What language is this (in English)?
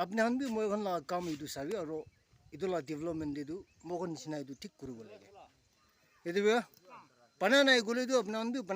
Naga Pidgin